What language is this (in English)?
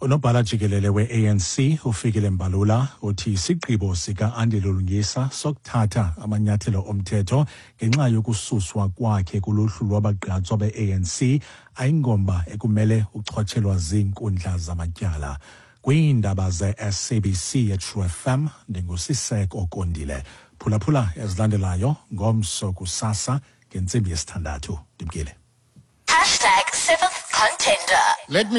Xhosa